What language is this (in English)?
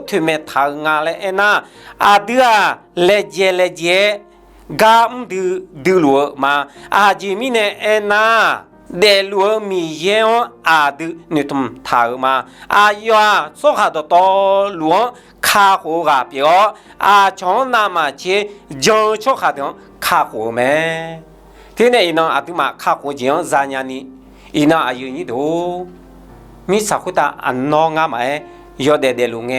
Akha